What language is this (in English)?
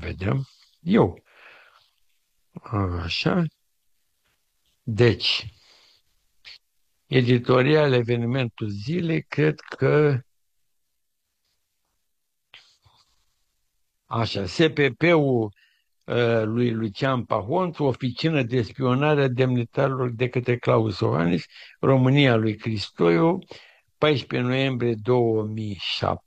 Romanian